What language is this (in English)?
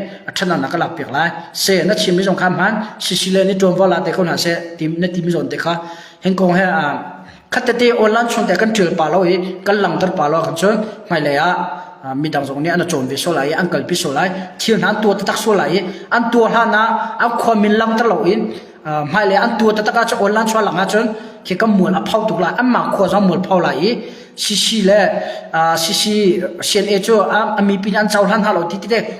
Hakha Chin